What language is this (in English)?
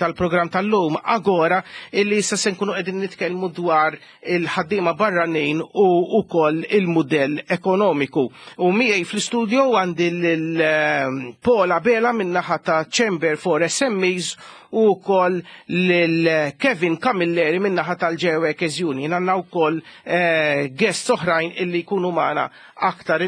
Maltese